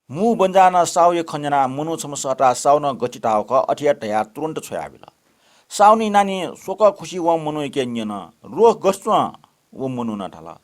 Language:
Newari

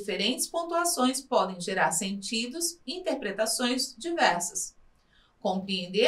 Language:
Portuguese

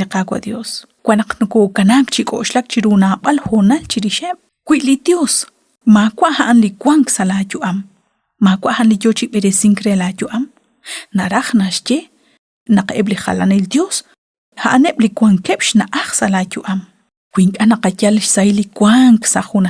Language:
Kekchí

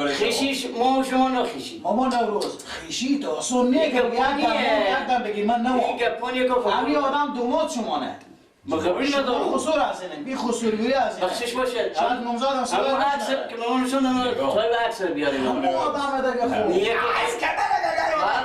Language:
Persian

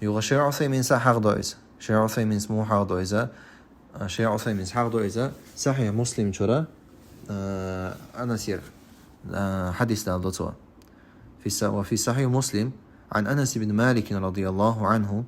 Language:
Chechen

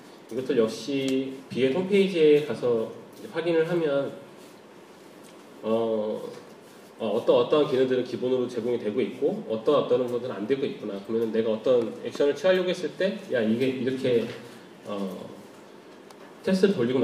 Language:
Korean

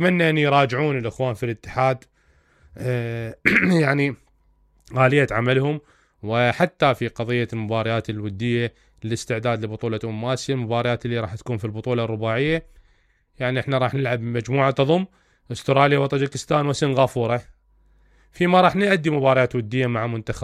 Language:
Mesopotamian Arabic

